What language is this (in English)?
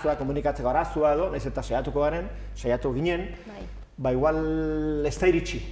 Basque